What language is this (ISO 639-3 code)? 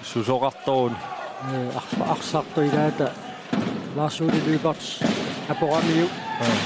kal